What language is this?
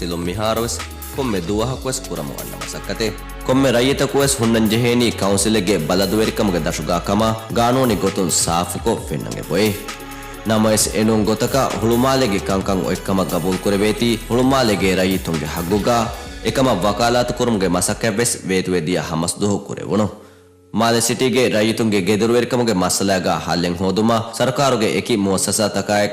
Divehi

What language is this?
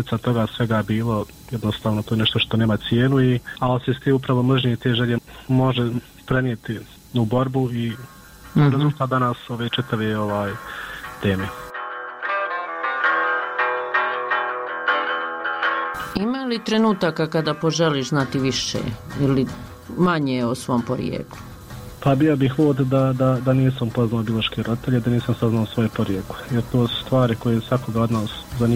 Bosnian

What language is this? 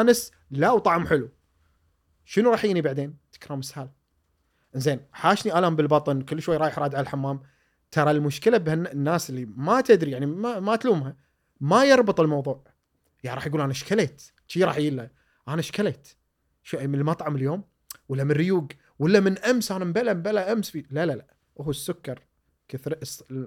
Gulf Arabic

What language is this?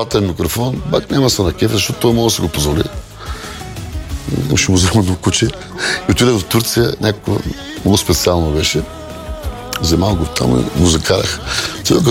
Bulgarian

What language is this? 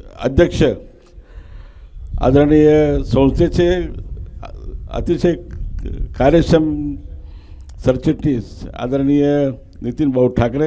Marathi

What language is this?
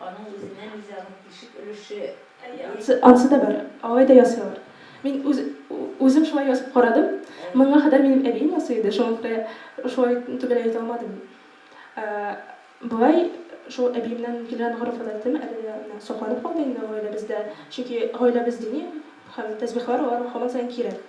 Tatar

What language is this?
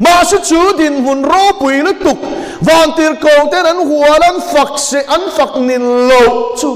Mizo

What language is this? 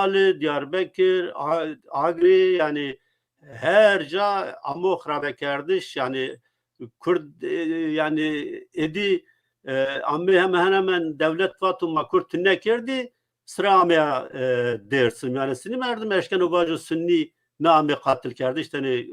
Zaza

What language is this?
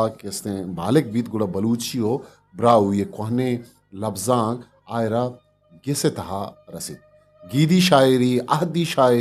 Eastern Balochi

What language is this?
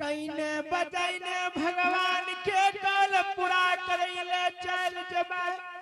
Angika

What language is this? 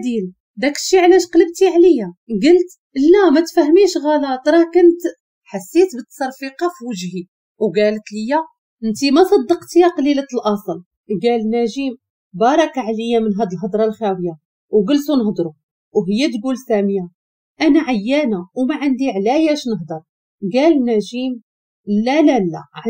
Moroccan Arabic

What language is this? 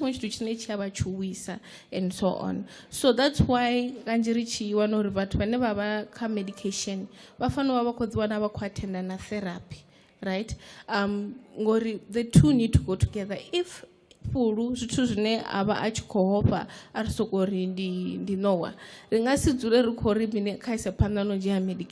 Venda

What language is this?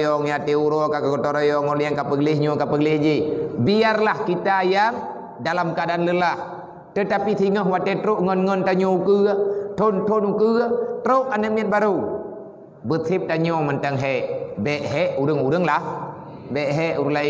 Achinese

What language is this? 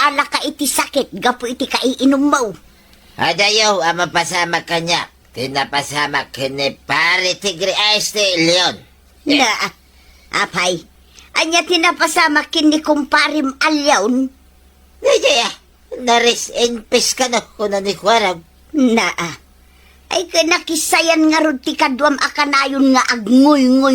Iloko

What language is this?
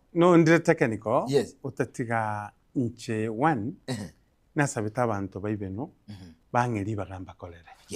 Gusii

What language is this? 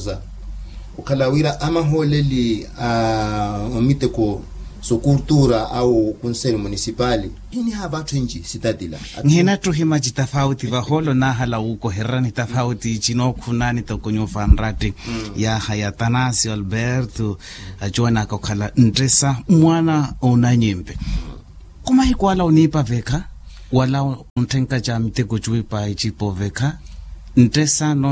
Makhuwa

